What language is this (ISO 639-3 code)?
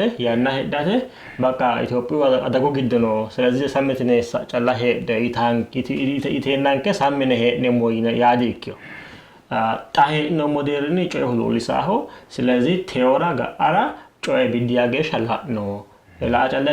sid